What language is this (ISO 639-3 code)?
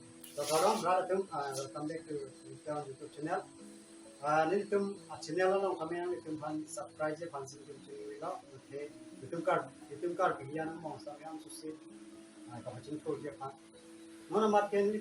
mjw